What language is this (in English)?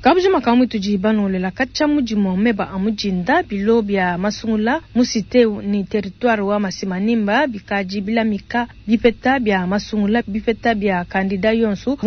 Luba-Lulua